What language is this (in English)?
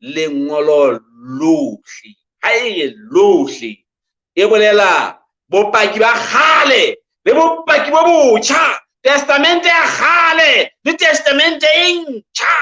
Southern Sotho